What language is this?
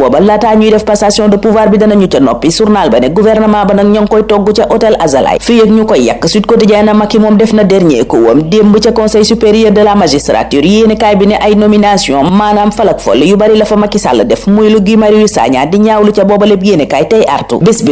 Wolof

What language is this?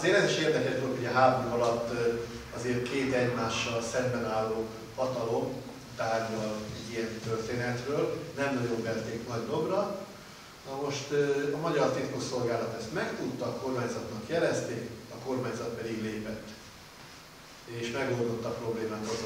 Hungarian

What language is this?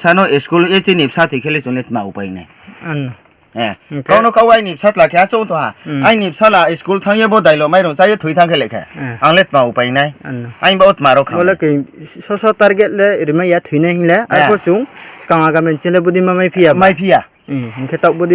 Riang (India)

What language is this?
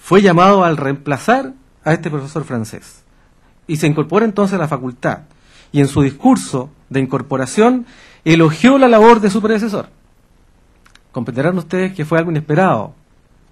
Spanish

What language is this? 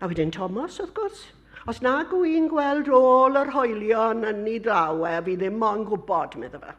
Welsh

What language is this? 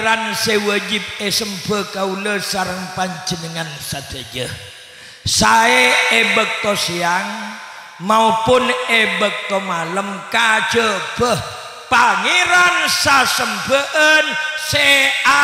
Madurese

